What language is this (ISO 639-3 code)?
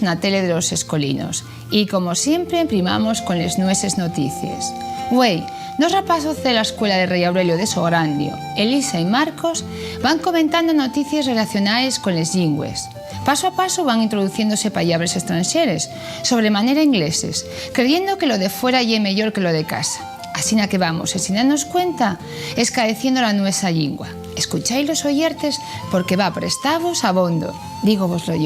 ast